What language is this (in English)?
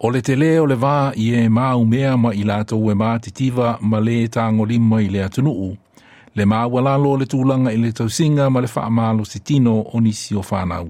Samoan